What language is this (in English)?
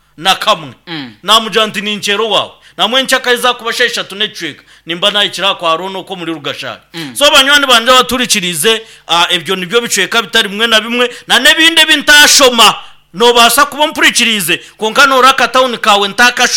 Nyankole